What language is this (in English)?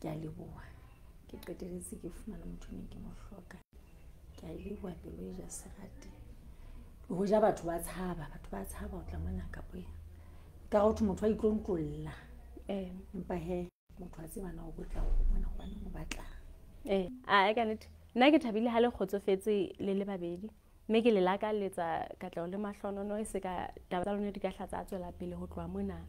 Southern Sotho